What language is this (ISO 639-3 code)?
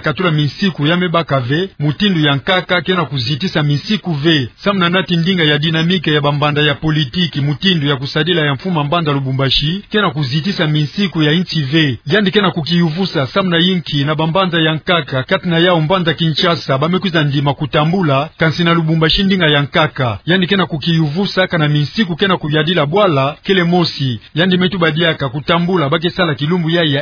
ktu